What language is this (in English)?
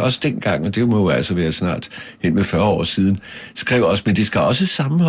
Danish